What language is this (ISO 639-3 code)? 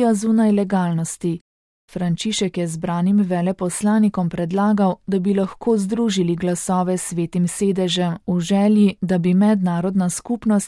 slv